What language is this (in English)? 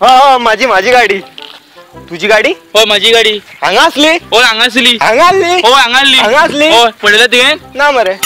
Konkani